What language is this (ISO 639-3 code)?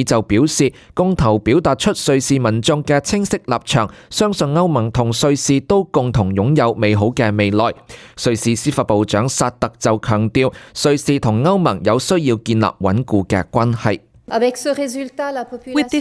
yue